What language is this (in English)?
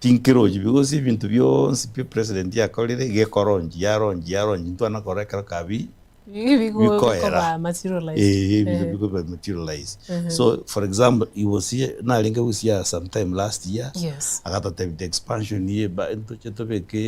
Gusii